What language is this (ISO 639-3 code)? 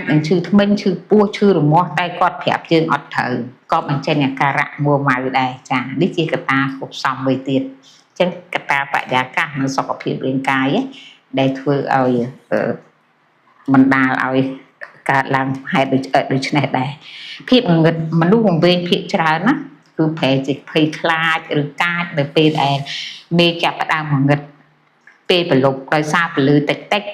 khm